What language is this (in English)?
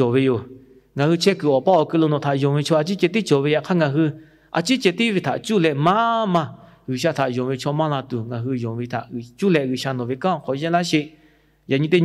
Lahu